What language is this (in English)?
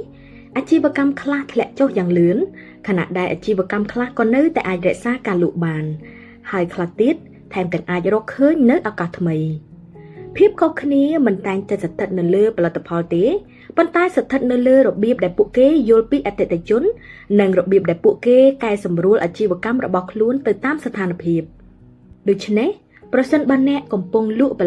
Khmer